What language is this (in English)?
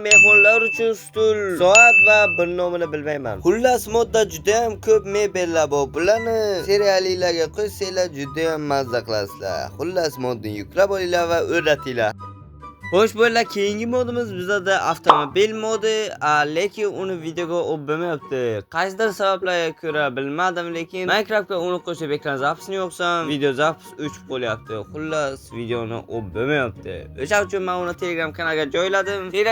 Uzbek